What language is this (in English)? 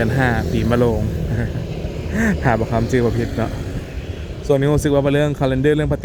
Lao